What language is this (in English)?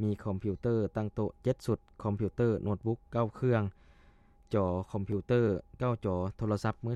Lao